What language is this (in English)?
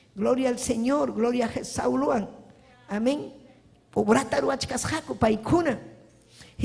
Ayacucho Quechua